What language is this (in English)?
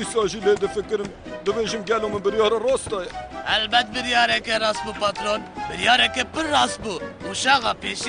Kurdish